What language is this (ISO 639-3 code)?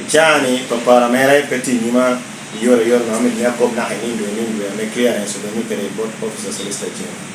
laj